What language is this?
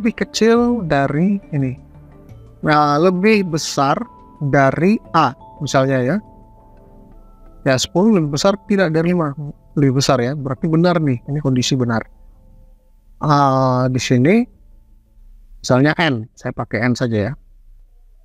Indonesian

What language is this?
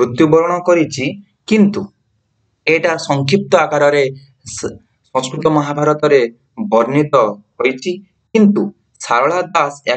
Odia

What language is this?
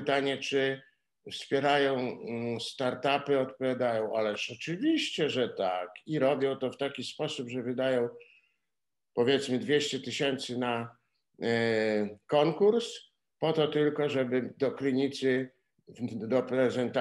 Polish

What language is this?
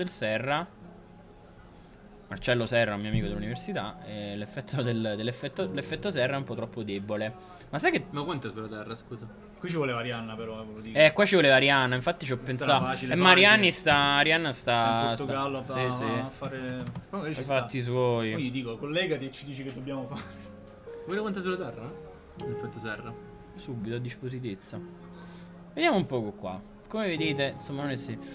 Italian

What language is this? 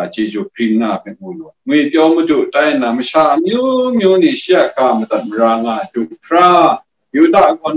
Kachin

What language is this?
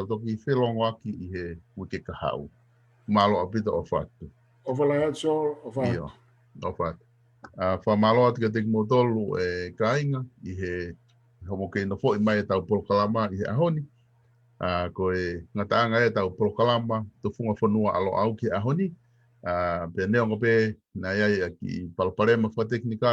Tongan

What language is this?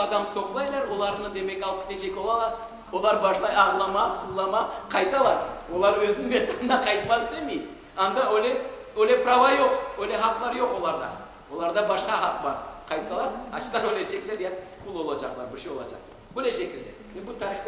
Crimean Tatar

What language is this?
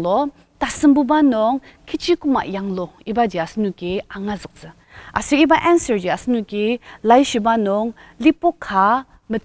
Ao Naga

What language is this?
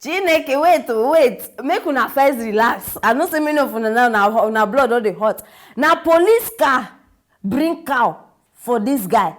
Nigerian Pidgin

